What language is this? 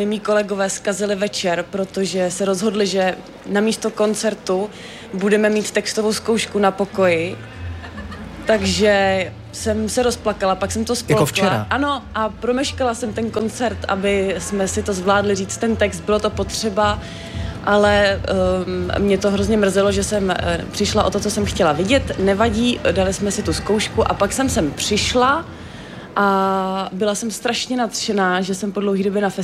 Czech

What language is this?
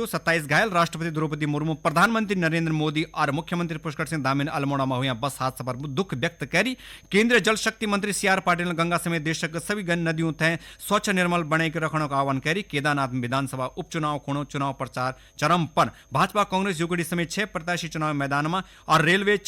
Garhwali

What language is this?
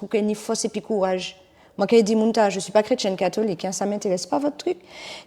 Guadeloupean Creole French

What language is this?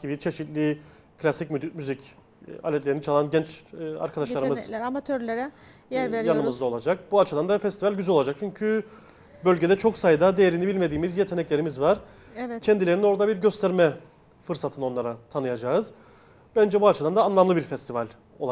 Turkish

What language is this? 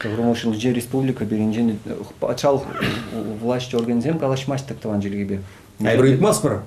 Chuvash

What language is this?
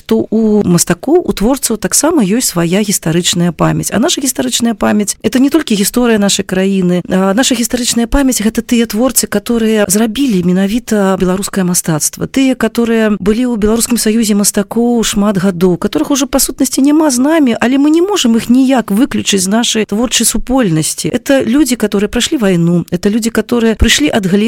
Belarusian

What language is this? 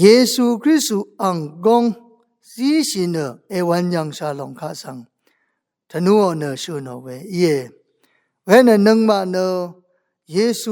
Rawang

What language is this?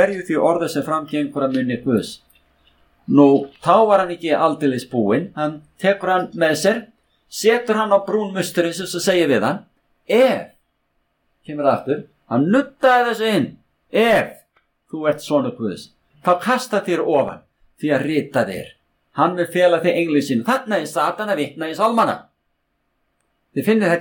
Icelandic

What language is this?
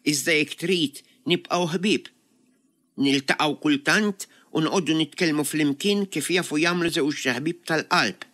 Maltese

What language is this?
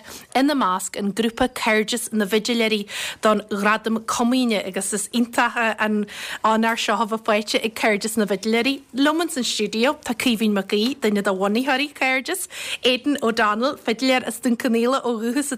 Irish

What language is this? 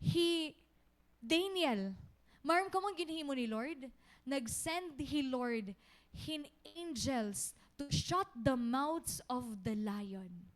Waray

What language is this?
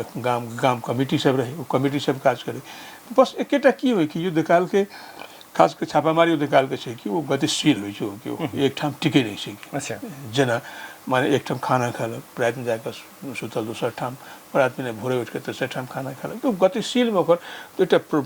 Maithili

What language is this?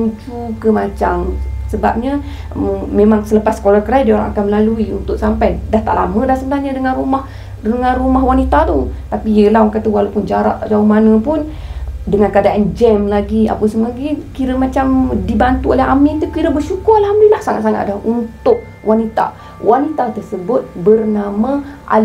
Malay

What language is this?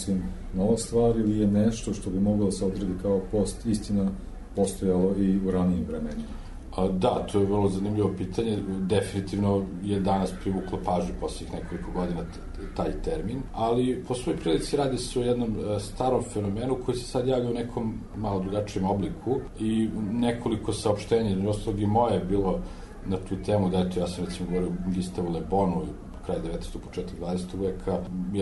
Serbian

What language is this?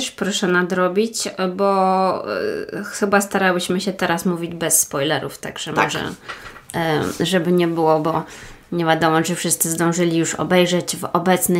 Polish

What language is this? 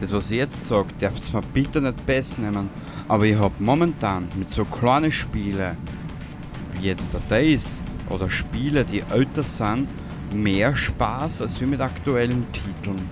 Bavarian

